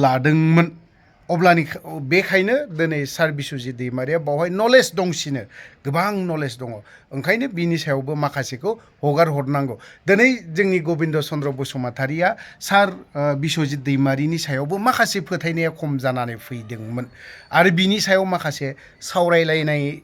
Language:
Bodo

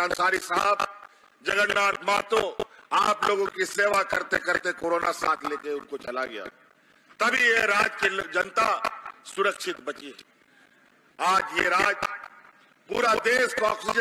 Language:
Hindi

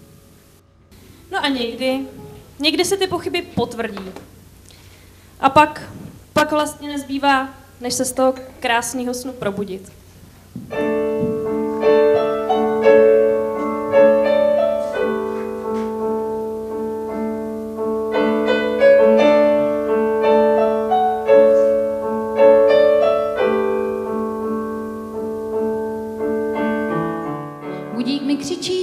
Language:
Czech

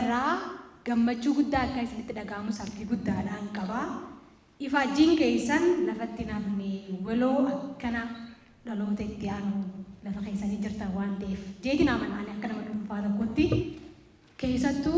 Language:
Oromo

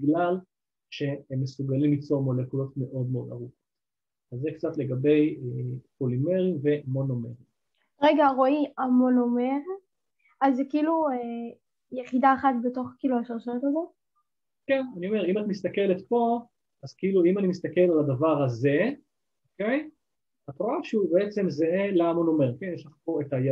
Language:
Hebrew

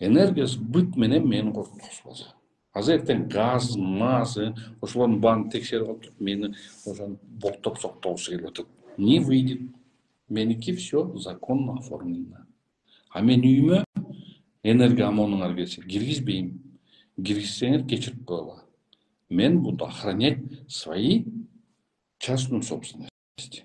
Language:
Kyrgyz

